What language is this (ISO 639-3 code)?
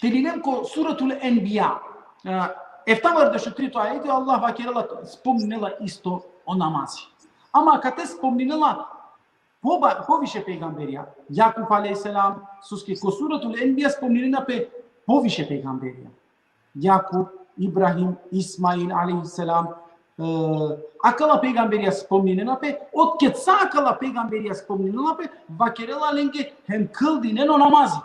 rmn